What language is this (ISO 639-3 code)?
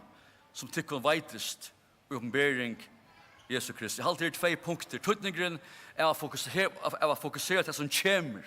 fao